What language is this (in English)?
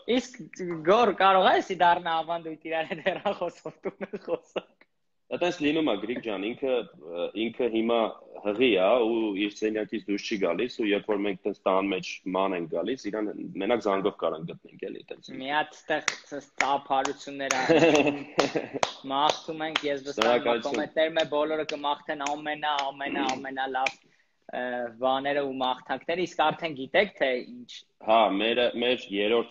Armenian